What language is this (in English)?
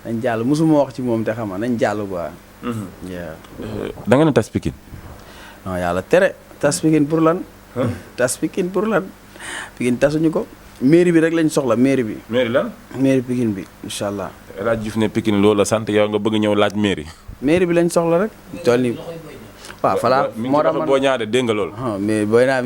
Wolof